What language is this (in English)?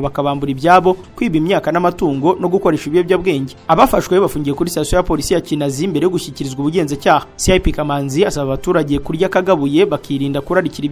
Kinyarwanda